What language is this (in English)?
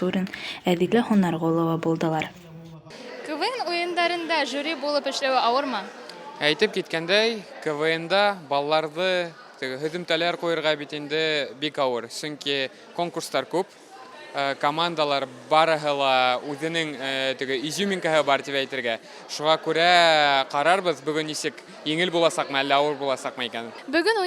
Bashkir